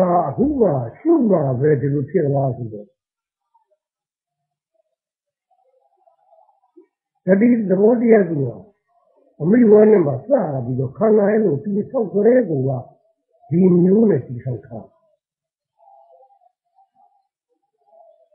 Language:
Burmese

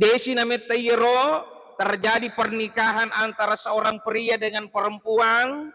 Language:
Buginese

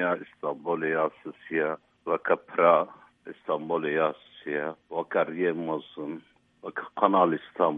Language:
Kurdish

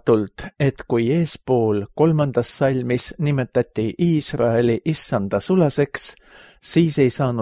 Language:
Estonian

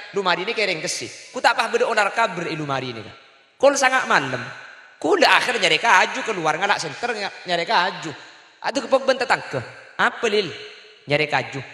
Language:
Madurese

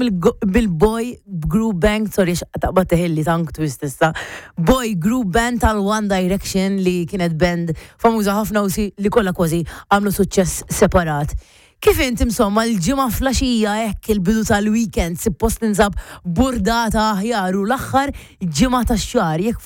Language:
Maltese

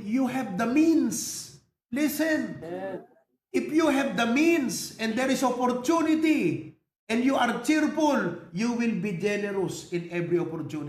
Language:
Iloko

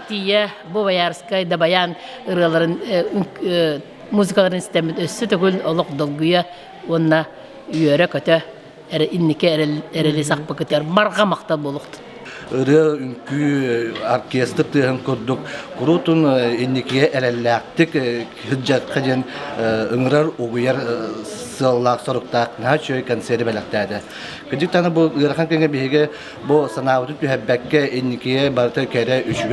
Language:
Yakut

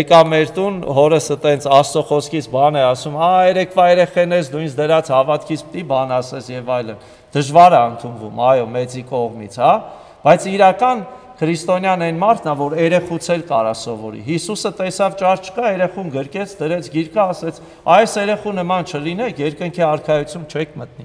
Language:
Armenian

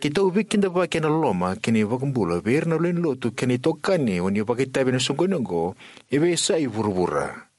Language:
Fijian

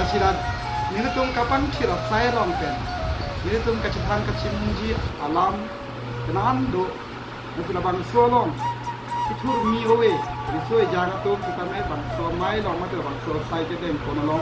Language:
Karbi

